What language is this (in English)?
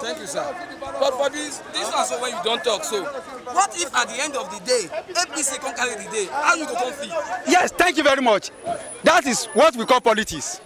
Nigerian Pidgin